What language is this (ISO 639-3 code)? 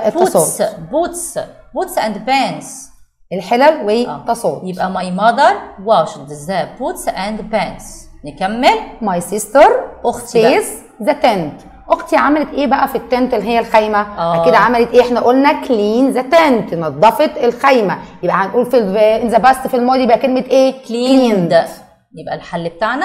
arz